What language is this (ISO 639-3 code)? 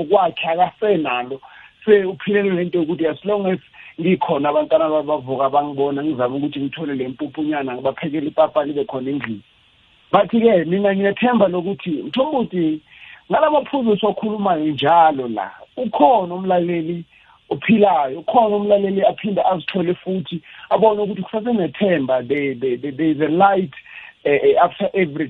nbl